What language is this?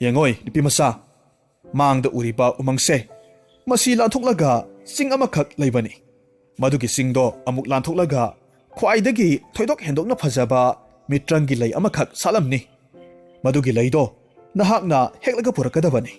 Manipuri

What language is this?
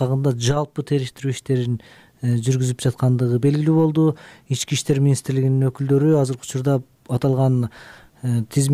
Kyrgyz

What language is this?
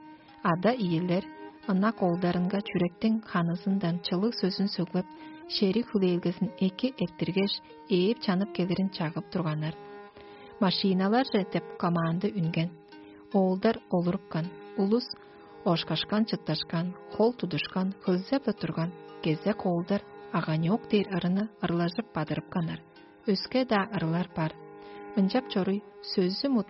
Tuvinian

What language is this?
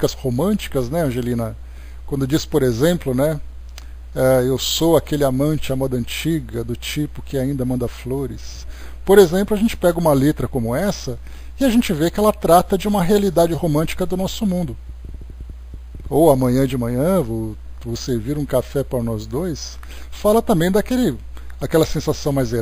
Portuguese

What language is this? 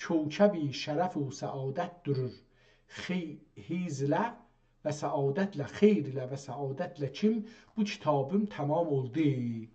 South Azerbaijani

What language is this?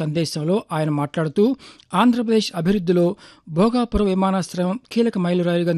Telugu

